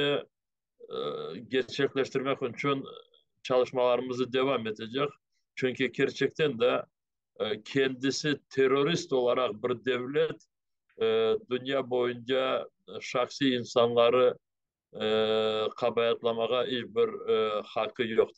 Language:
Crimean Tatar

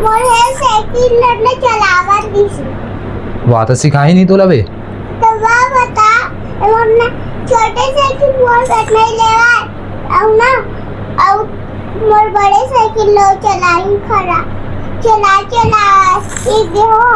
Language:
Chhattisgarhi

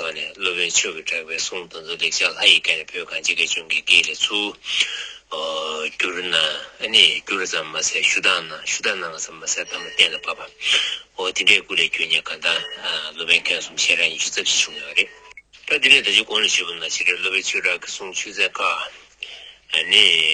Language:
Tibetan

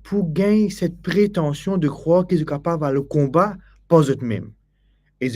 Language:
Morisyen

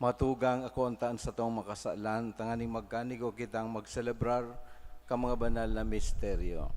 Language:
Bikol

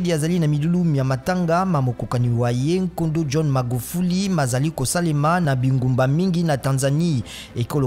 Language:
Lingala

